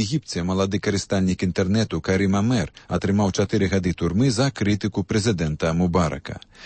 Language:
Belarusian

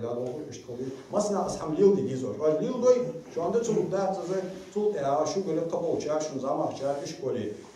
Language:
Ingush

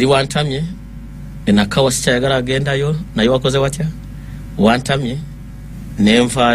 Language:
Ganda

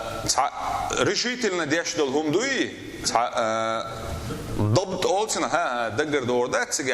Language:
Chechen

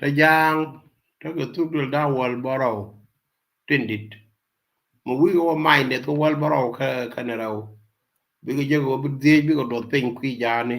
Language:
Nuer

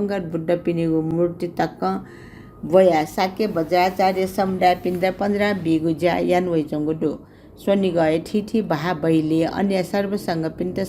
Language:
Newari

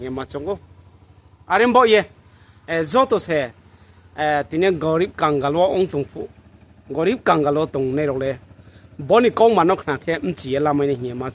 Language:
Riang (India)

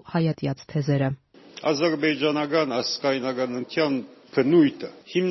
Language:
Armenian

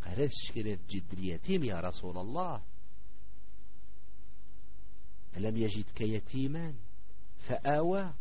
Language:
Arabic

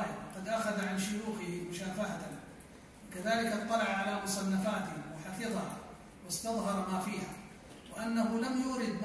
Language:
Arabic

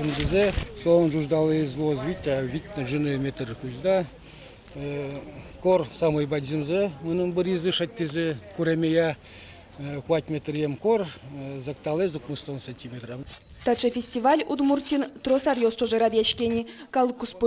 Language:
Udmurt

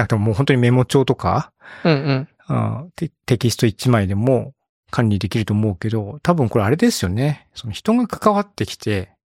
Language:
Japanese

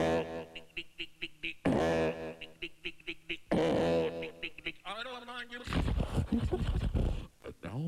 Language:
English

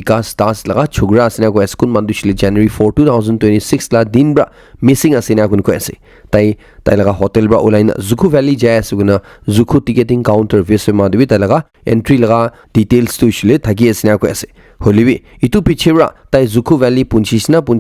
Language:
Naga Pidgin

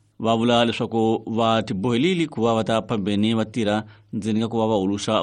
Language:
Tsonga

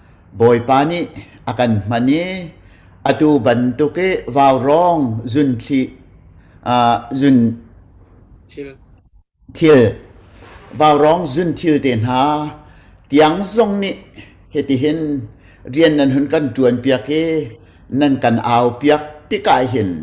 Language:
Hakha Chin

